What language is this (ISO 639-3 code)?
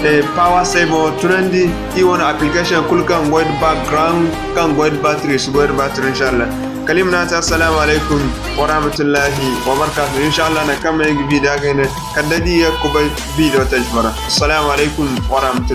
dje